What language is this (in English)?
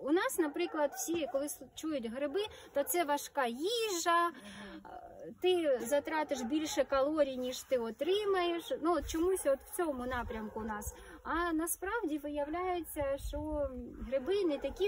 Ukrainian